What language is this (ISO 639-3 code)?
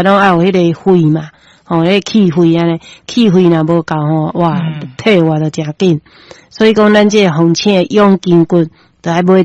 nan